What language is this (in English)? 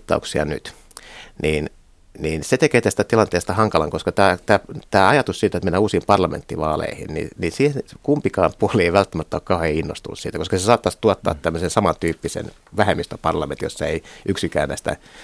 Finnish